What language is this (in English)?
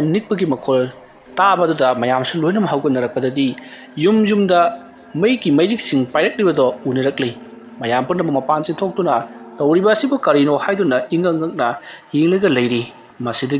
Manipuri